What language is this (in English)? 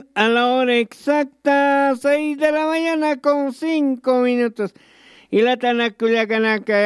Aymara